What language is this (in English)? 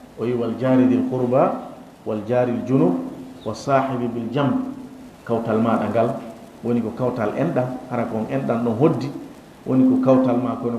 Fula